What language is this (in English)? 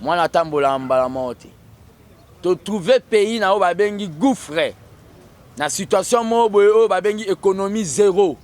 Lingala